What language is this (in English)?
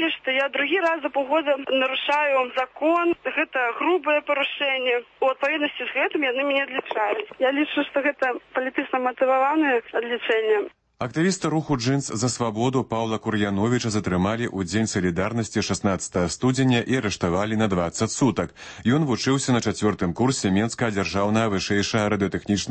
Belarusian